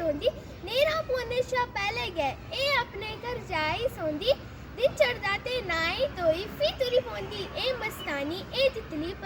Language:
Dogri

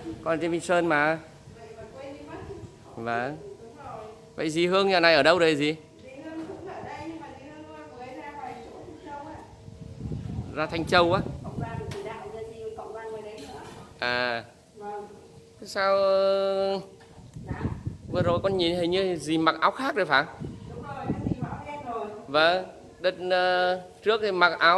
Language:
Vietnamese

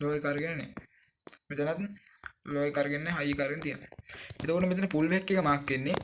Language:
Sinhala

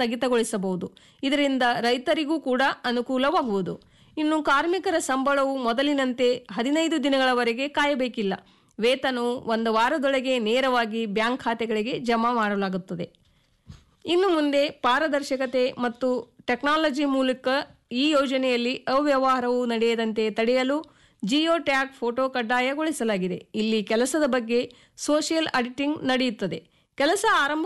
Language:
Kannada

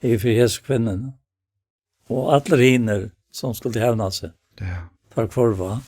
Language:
Faroese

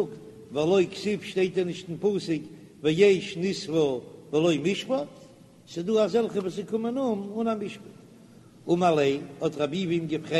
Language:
Yiddish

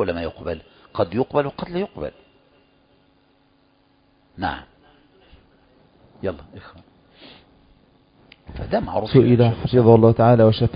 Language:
Arabic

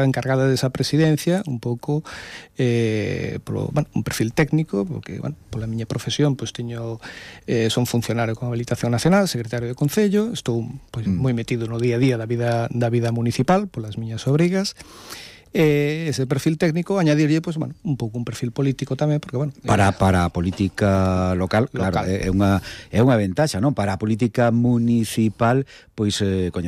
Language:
Galician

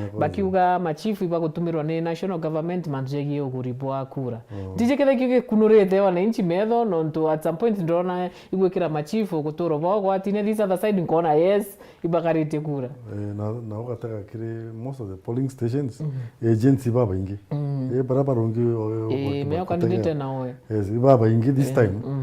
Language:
Meru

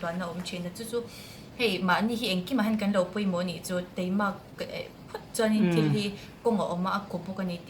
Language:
Mizo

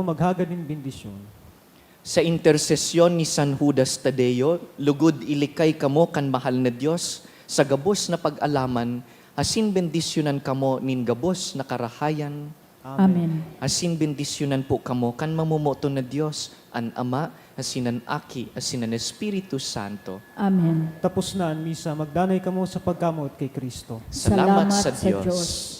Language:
Bikol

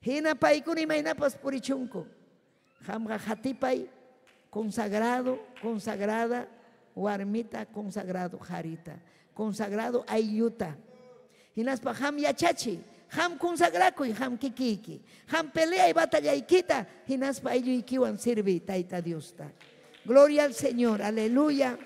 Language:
Ayacucho Quechua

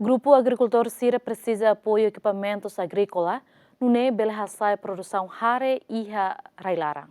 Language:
Tetum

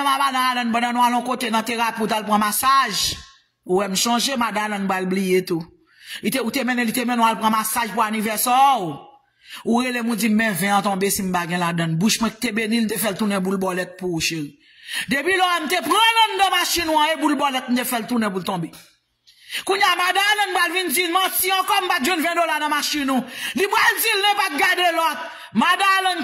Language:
Haitian Creole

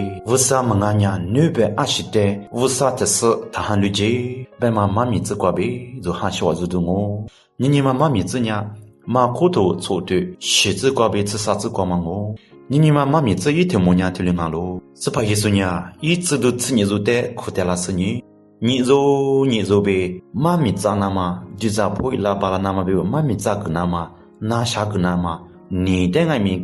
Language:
Lisu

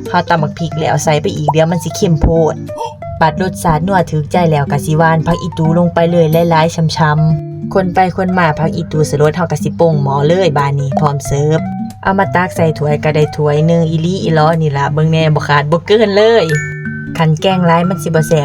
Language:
Northeastern Thai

